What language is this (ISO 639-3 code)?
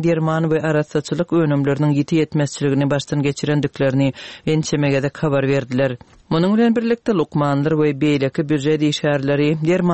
tuk